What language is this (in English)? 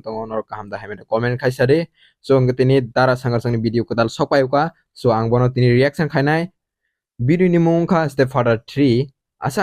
Kok Borok